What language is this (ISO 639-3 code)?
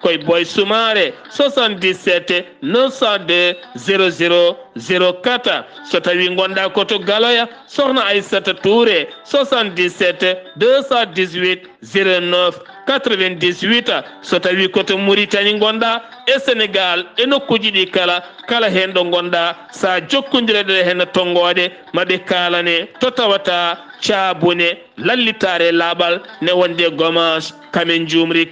ful